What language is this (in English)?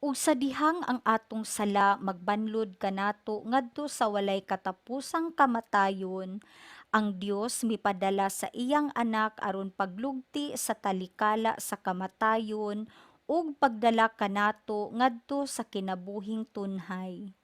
Cebuano